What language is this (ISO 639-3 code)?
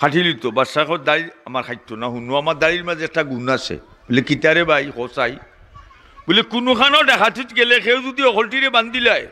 syl